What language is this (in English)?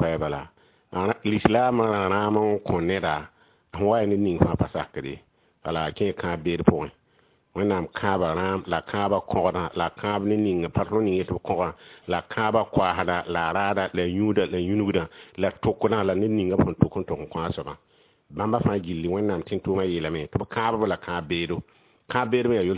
Mossi